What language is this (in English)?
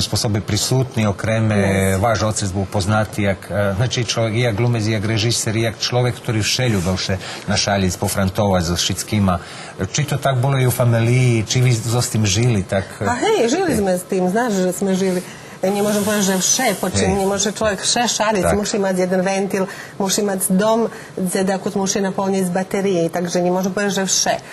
Rusyn